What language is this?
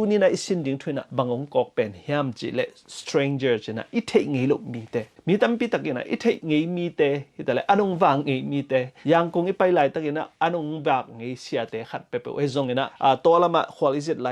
Tedim Chin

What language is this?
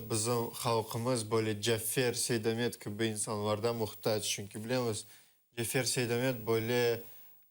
Crimean Tatar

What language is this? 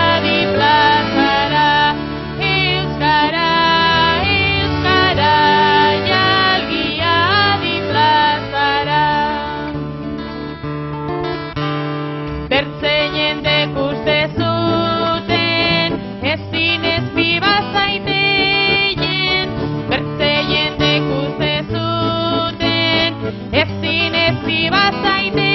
Basque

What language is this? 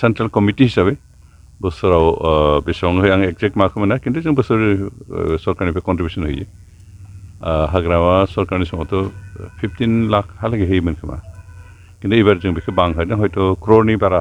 Bodo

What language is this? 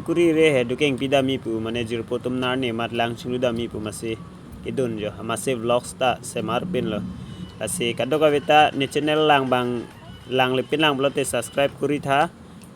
Karbi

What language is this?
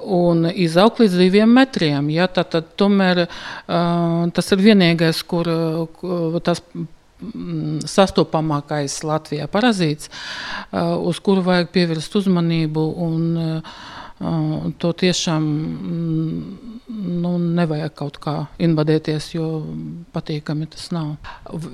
Latvian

